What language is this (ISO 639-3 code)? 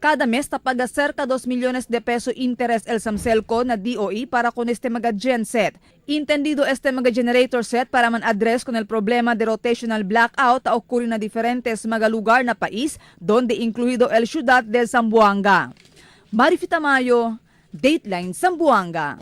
cbk